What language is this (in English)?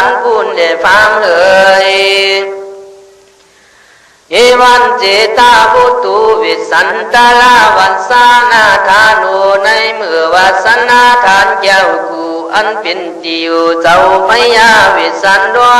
Khün